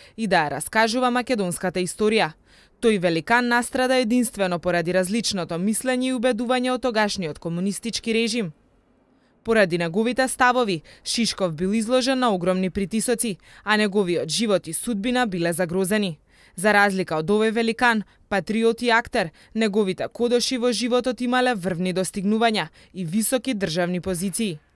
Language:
Macedonian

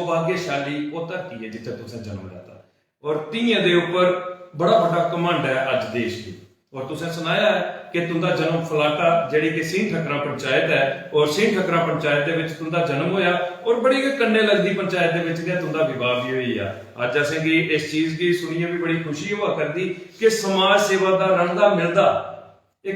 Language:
Dogri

